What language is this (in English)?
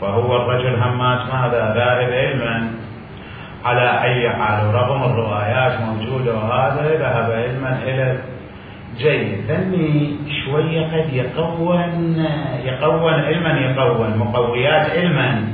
Mesopotamian Arabic